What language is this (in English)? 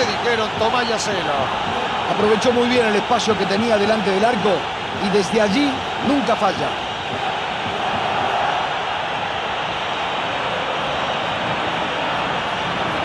Spanish